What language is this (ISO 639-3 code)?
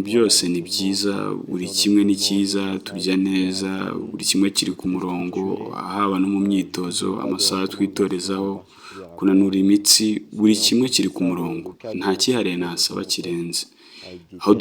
kin